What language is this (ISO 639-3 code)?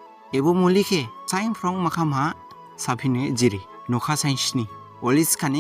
dis